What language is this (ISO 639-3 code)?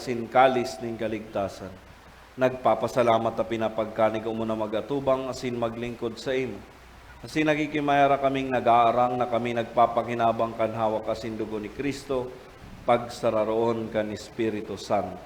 bik